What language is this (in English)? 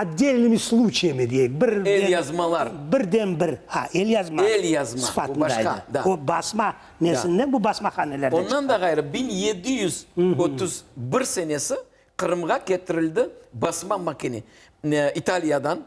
Crimean Tatar